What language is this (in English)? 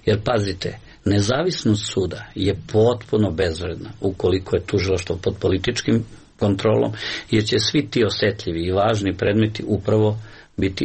Serbian